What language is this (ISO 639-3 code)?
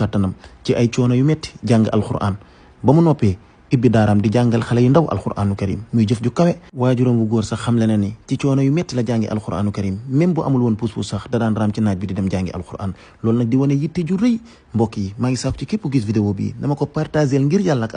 wol